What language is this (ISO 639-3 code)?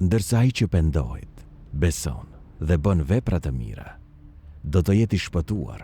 sqi